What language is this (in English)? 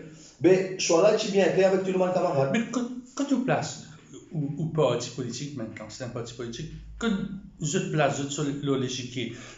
Morisyen